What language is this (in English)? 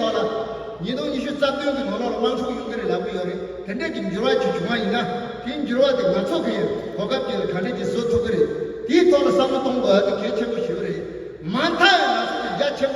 Tibetan